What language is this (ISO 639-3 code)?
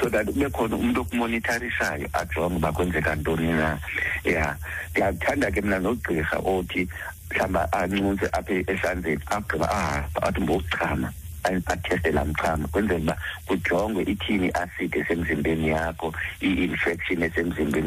xho